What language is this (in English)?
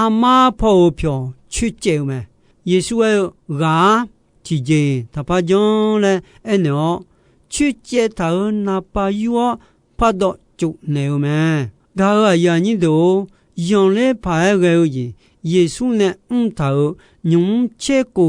Akha